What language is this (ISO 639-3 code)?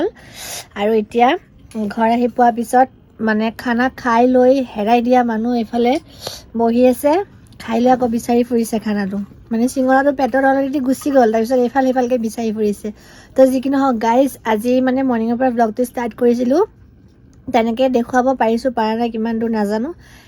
asm